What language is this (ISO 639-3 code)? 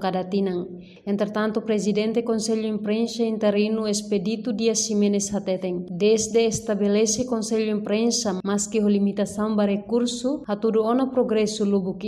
tet